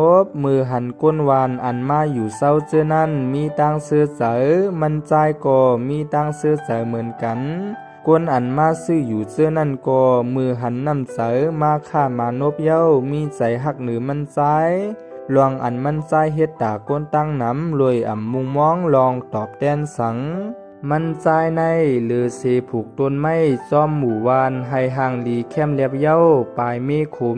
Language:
Shan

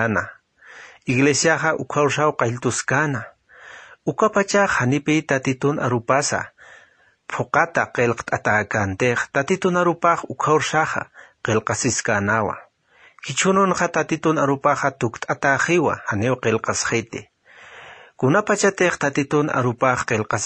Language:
Aymara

